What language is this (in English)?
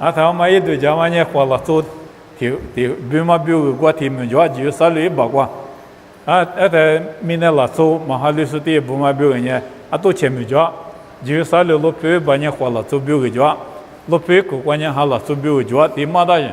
Lisu